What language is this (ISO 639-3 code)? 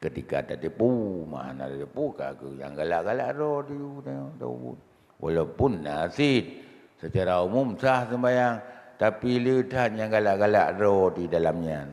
ace